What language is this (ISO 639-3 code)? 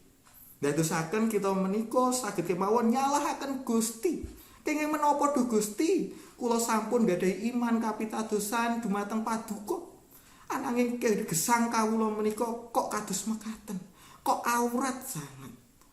jav